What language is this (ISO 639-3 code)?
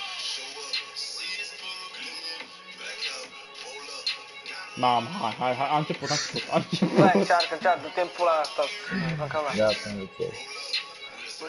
ron